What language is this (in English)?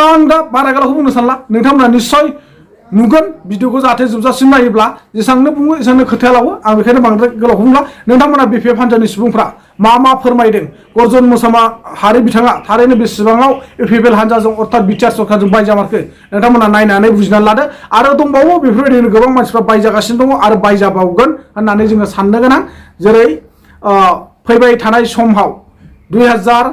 Bodo